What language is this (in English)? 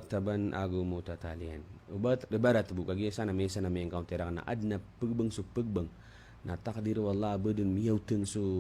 Maranao